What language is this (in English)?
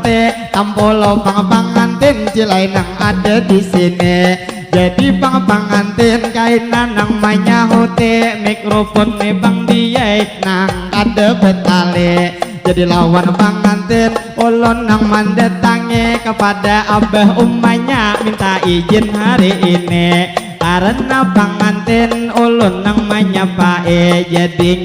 Banjar